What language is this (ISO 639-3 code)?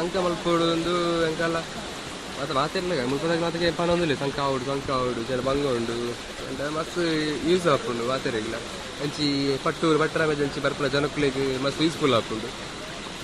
tcy